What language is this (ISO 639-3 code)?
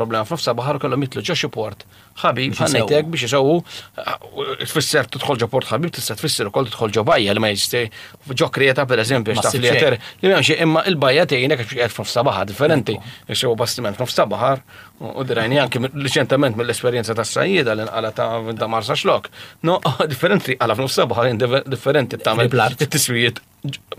mlt